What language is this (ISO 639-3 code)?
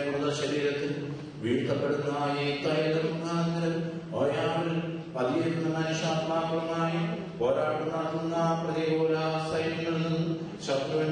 mal